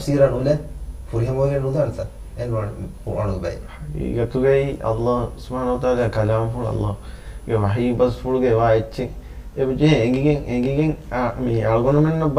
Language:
Divehi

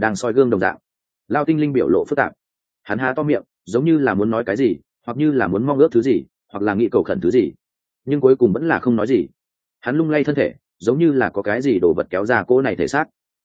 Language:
Vietnamese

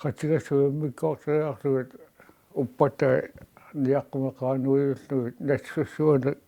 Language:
Kalaallisut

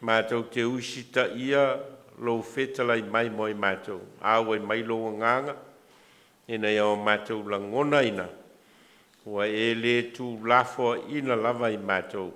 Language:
Samoan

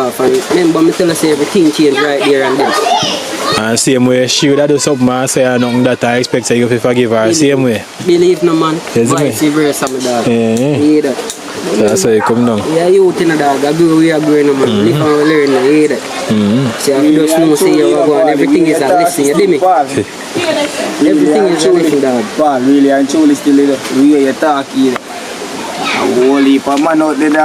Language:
Jamaican Creole English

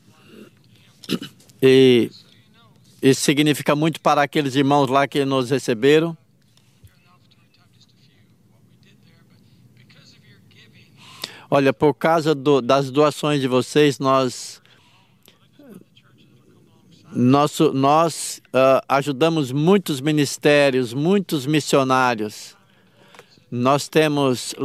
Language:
Portuguese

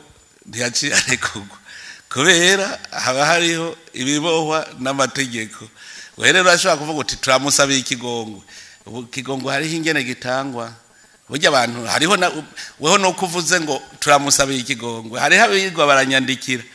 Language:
Rundi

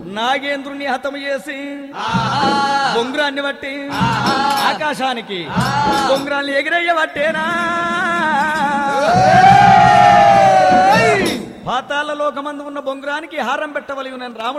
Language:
Telugu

